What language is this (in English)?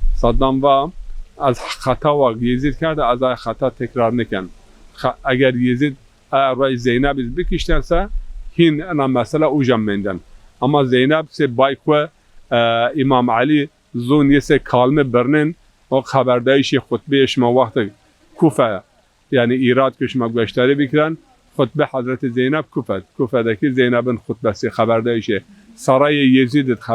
Zaza